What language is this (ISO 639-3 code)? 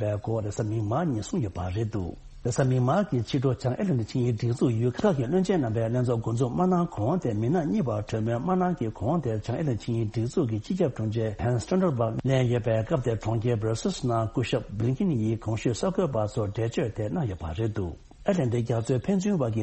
bod